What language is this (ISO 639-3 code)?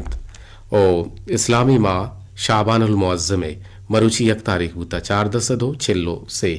bgp